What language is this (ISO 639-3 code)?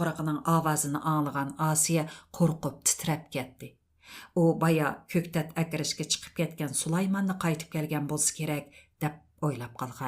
uig